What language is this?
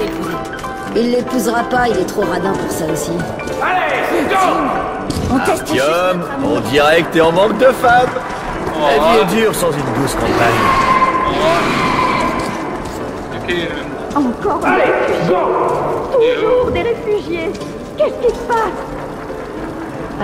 French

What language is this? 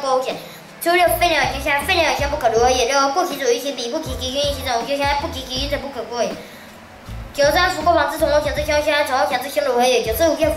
Literary Chinese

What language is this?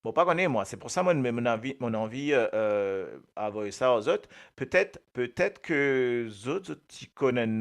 Morisyen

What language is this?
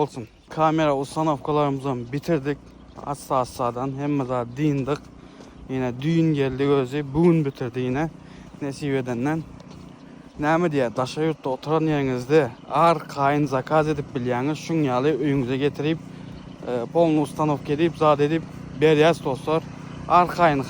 Turkmen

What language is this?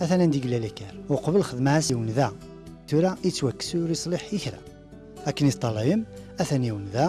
Kabyle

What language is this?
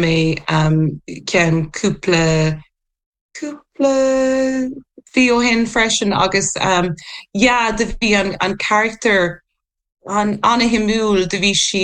Irish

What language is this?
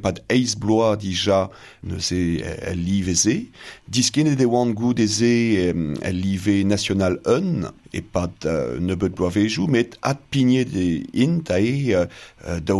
Breton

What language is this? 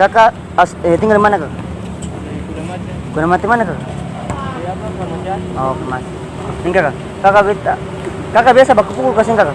Ambonese Malay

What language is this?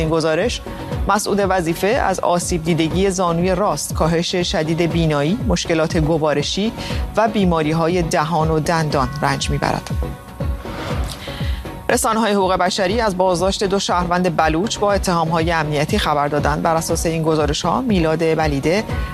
Persian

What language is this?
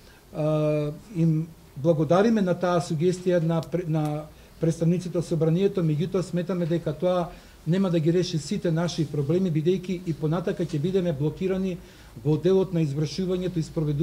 Macedonian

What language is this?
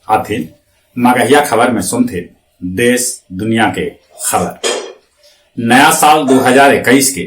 Magahi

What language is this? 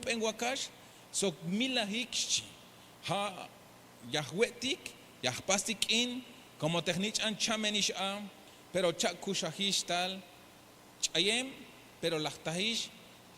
Tzeltal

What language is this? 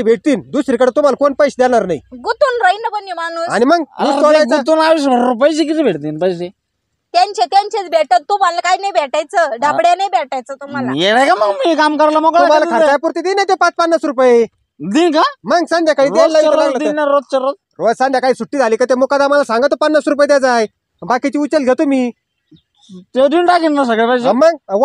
Marathi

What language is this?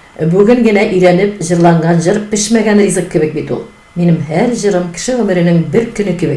Tatar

